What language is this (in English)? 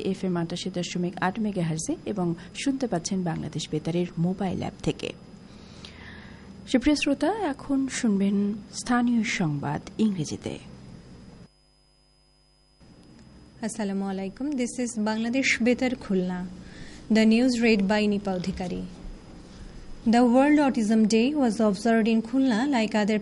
Bangla